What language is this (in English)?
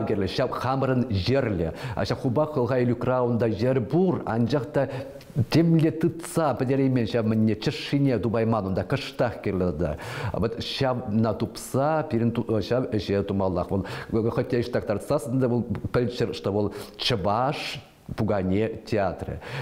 Chuvash